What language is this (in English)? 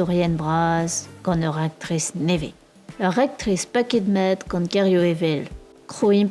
Breton